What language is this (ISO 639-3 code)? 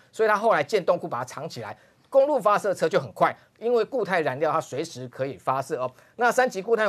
zho